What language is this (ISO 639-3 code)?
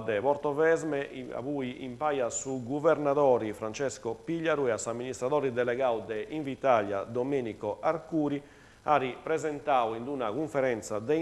srd